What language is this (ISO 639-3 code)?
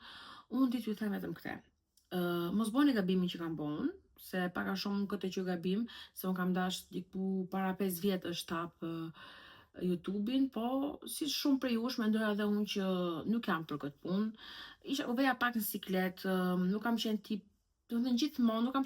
sqi